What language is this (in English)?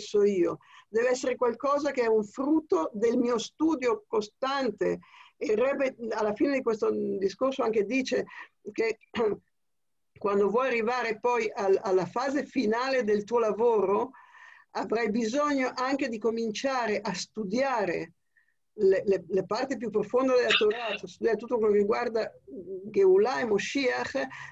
Italian